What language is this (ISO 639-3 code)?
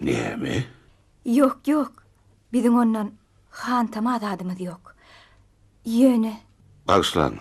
tuk